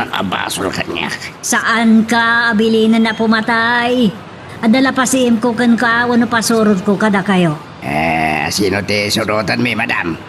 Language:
Iloko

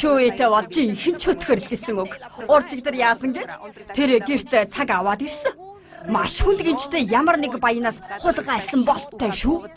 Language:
Mongolian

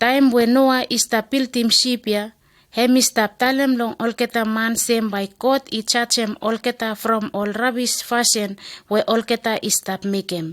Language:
Bislama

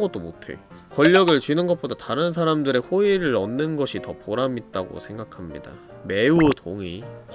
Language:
Korean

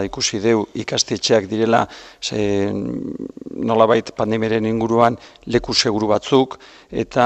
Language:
Basque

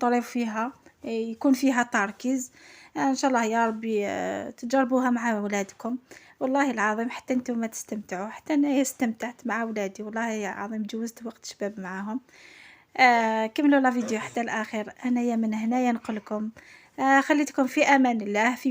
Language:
Algerian Arabic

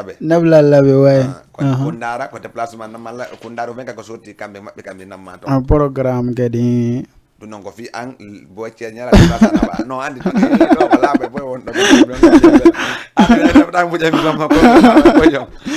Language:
Fula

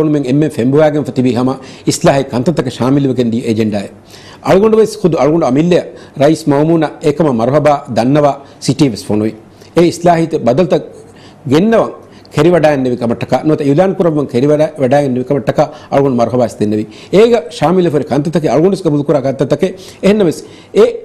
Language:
Divehi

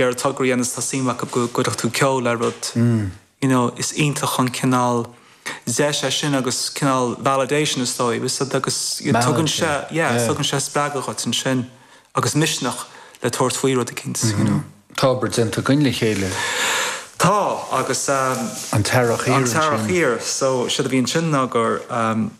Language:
Irish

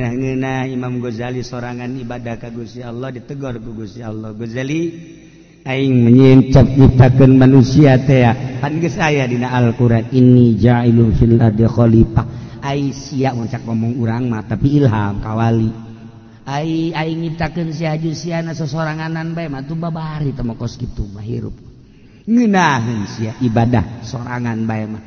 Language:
Sundanese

